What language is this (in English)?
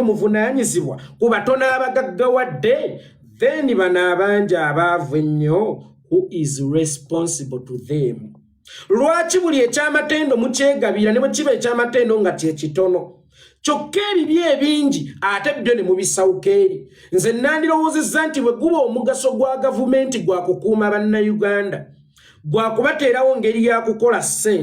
Ganda